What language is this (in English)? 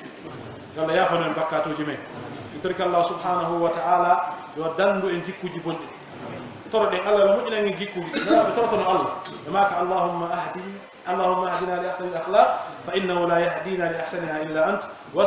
Pular